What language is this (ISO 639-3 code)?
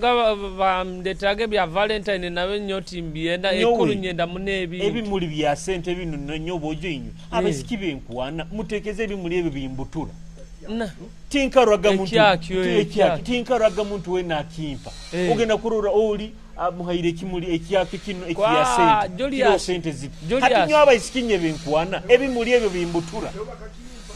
nyo